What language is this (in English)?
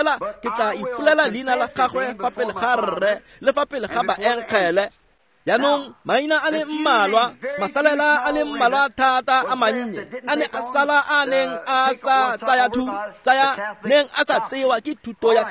Tswana